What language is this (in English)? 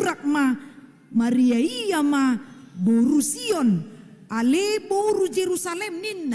Batak Toba